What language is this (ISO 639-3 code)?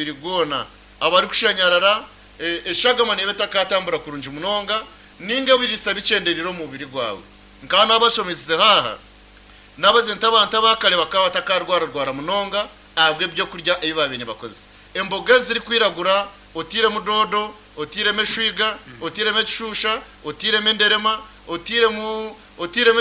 nyn